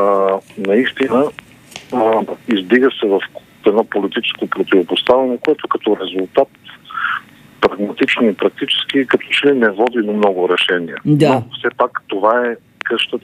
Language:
Bulgarian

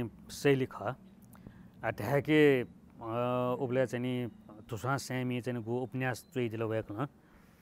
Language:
Newari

